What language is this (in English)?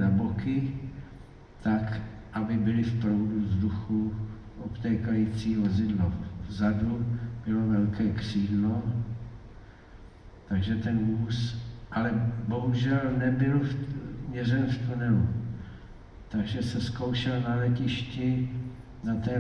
Czech